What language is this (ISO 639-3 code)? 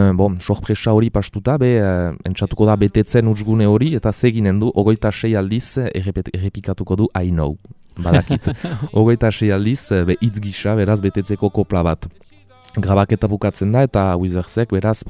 eus